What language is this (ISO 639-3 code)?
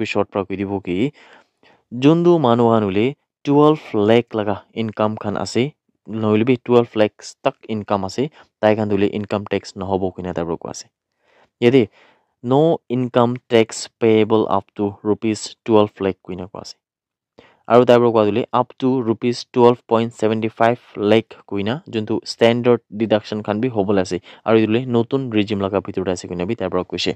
nag